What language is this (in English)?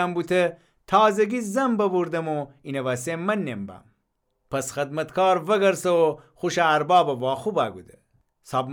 Gilaki